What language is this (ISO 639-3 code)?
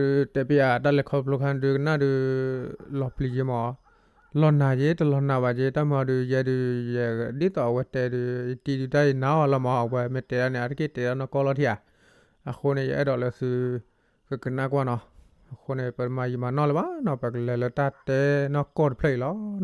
ksw